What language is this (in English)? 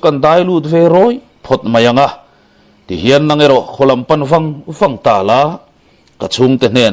Mizo